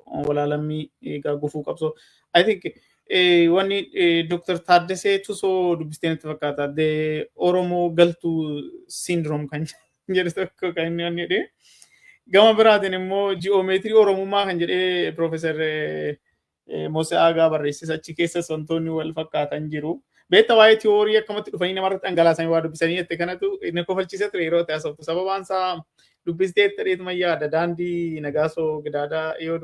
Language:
Oromo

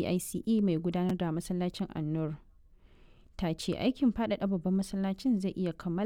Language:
Hausa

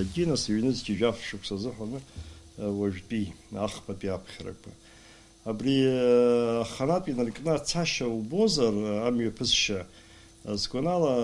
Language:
Abkhazian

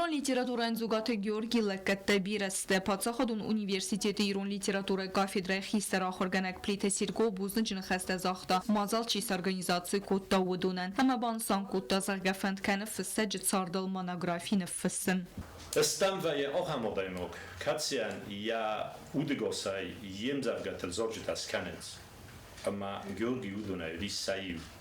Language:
Ossetic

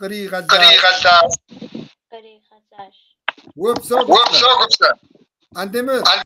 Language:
Kabardian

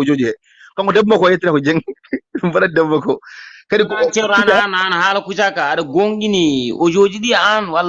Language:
Fula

